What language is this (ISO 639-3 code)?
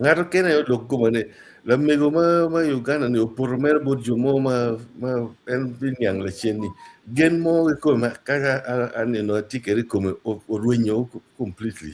ach